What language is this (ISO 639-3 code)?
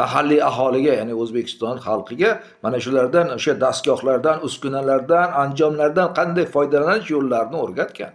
uzb